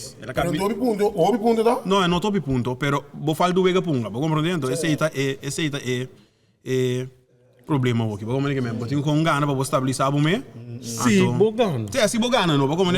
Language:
Papiamento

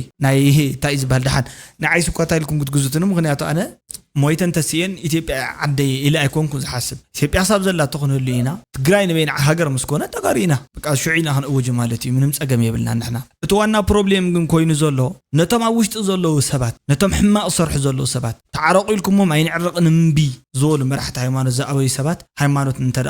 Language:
Tigrinya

